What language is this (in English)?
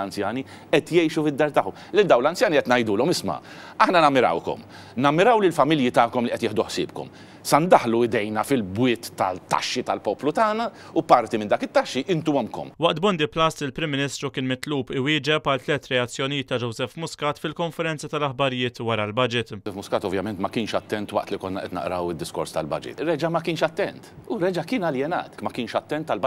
Maltese